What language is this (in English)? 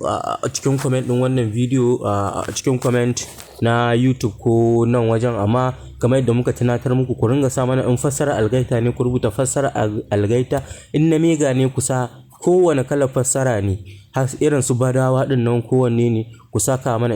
Hausa